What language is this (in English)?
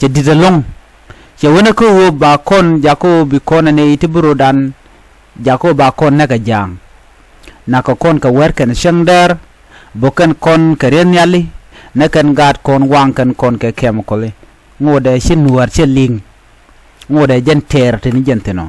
Nuer